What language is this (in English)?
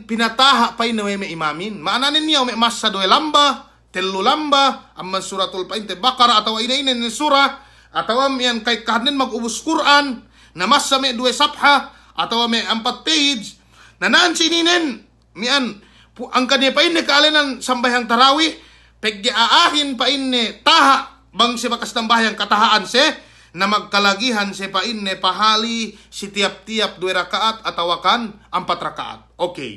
Yakan